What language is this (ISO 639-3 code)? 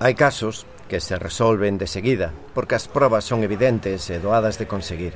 glg